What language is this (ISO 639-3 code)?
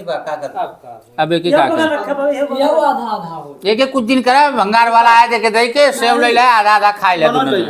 awa